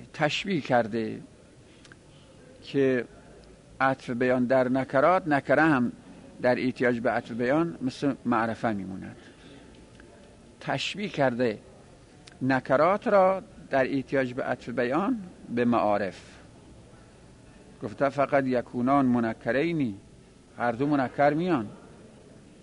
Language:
Persian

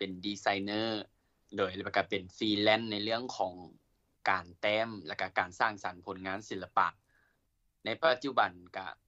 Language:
Lao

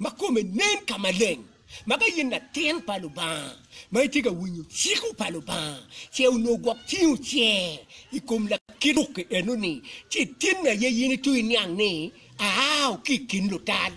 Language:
Acoli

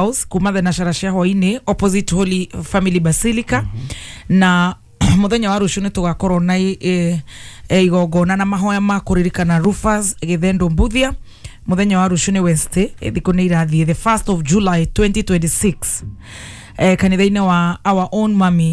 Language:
Kikuyu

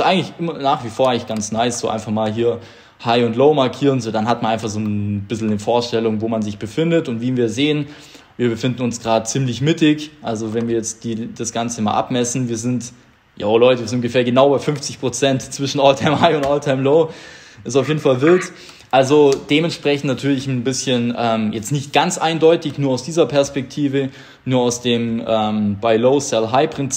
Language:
German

